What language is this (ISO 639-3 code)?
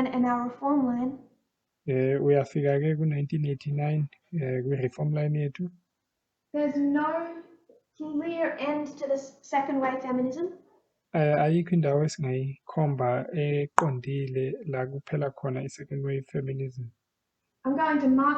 zul